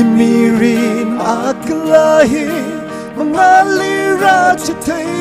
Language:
Tangkhul Naga (India)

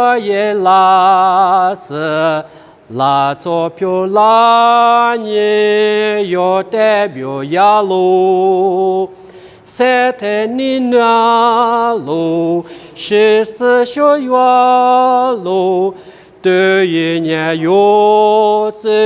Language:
Lisu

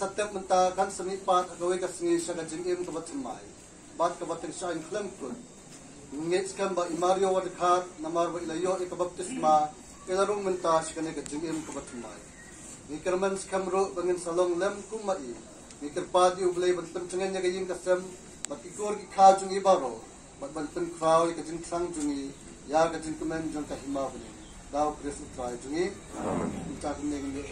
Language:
Khasi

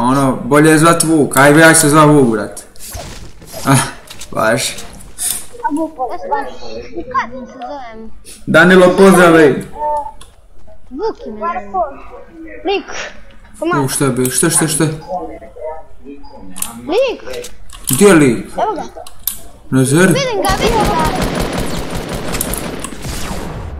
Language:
Croatian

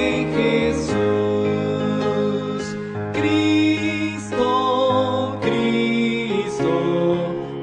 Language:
Spanish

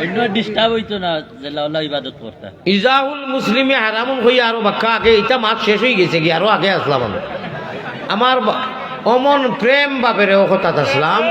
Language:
Sylheti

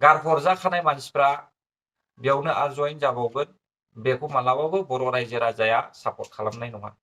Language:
Bodo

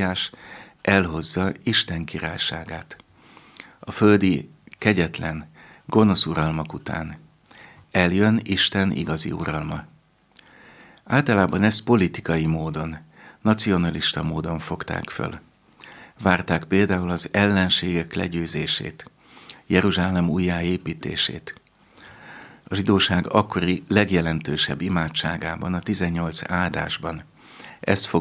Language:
Hungarian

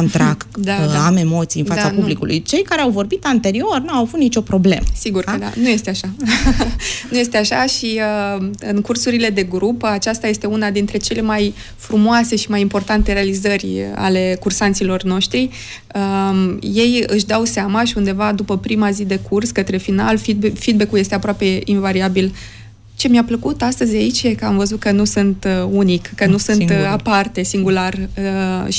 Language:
Romanian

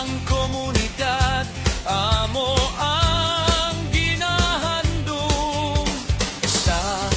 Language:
Hiligaynon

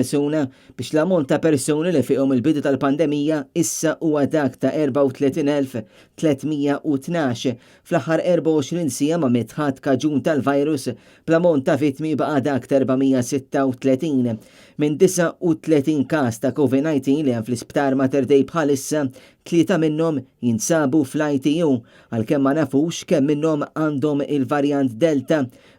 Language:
Maltese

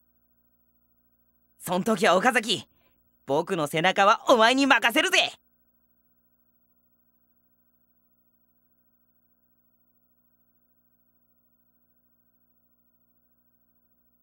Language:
Japanese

